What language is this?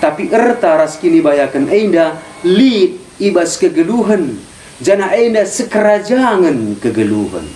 Batak Karo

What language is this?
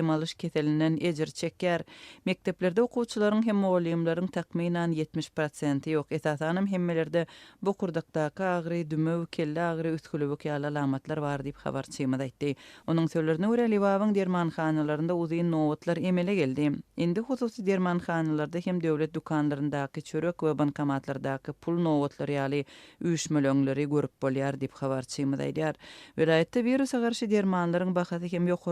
Turkmen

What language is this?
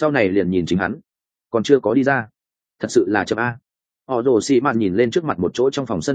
Vietnamese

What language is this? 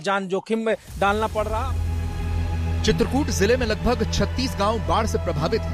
Hindi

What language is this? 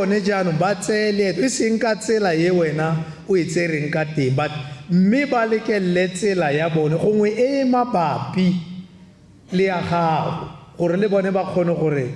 Tswana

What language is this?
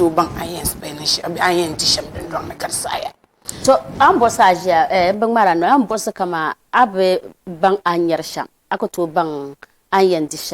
Dagbani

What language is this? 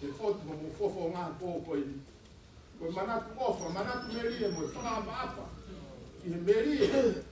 Tongan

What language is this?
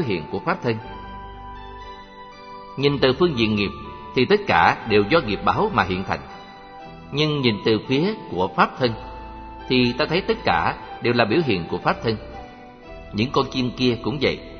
Vietnamese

